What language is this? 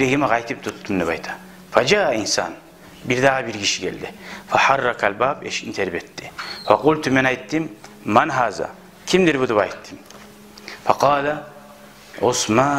Kumyk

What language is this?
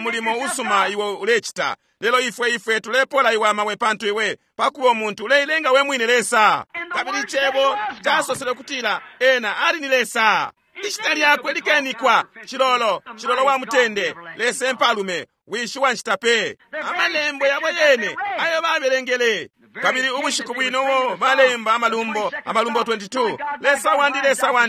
Bemba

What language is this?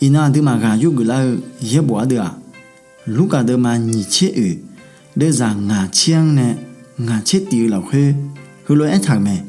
Akha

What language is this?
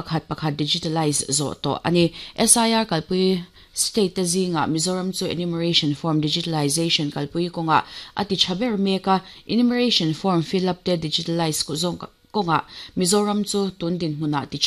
Mizo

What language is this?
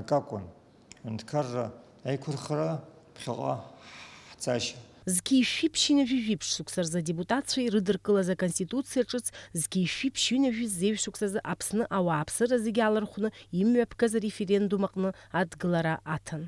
Abkhazian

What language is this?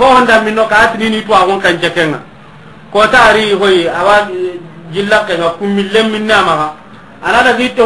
Soninke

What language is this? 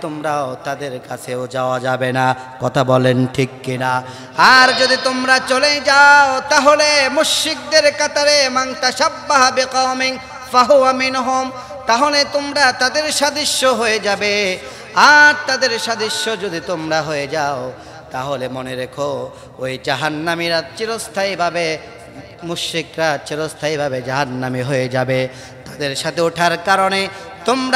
Bangla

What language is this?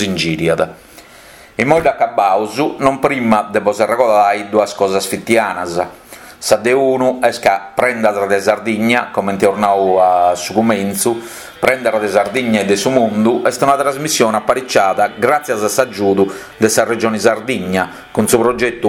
Sardinian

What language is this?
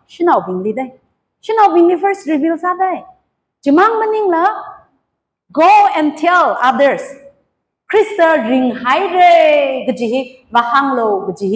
Tangkhul Naga (India)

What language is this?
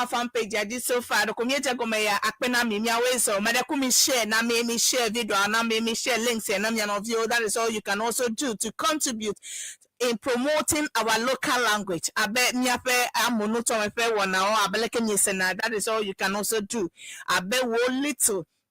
Ewe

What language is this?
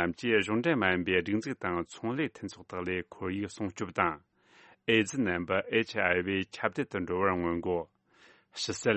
Tibetan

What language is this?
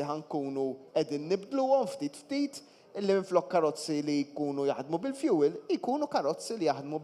Maltese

